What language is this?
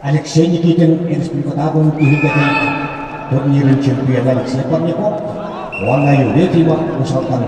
Yakut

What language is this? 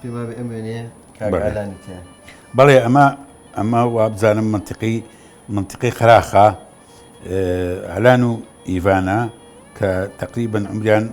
Central Kurdish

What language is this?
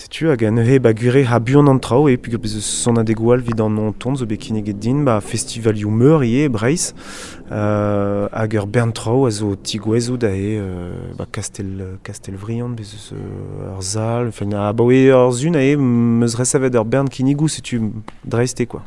Breton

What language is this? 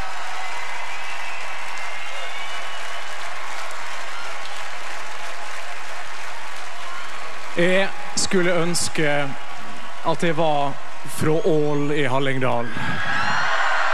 Norwegian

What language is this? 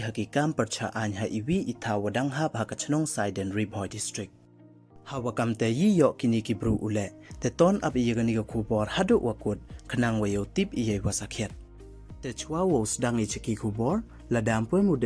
Pnar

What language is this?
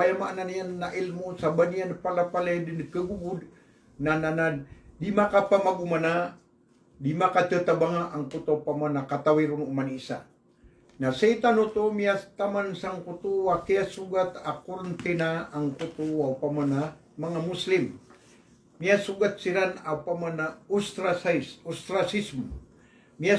Maranao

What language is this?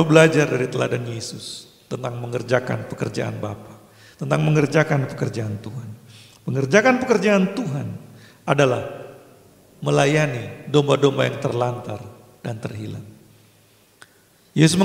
Indonesian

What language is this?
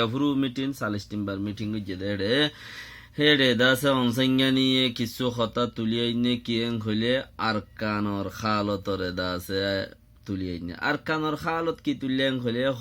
Rohingya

